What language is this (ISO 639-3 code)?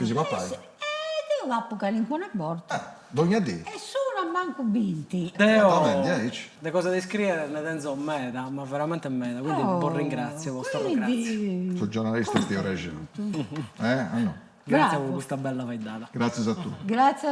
srd